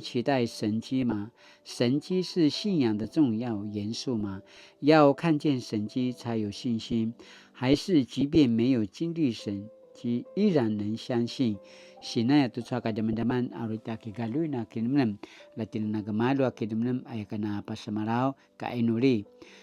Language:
Paiwan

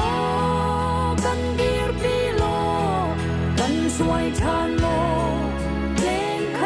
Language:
Hakha Chin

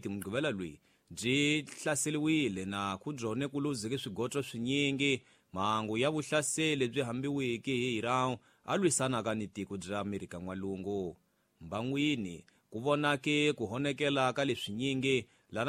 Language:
Tsonga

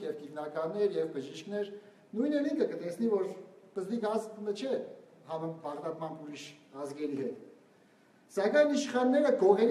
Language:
Western Armenian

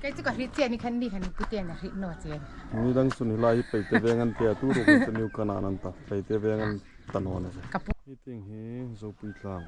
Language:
Hmar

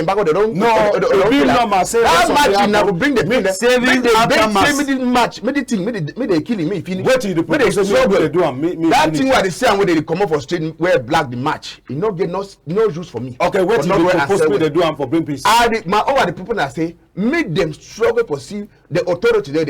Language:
Cameroon Pidgin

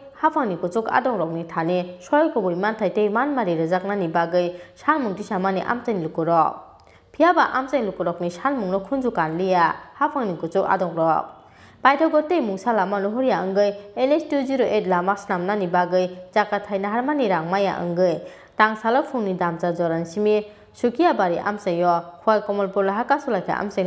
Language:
Kok Borok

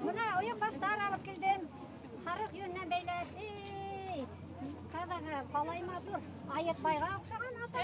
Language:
Bashkir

